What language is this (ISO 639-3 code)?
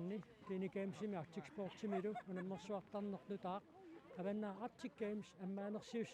kal